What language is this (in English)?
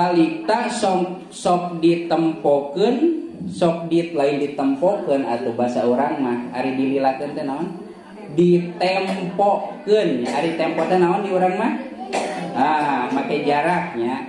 Sundanese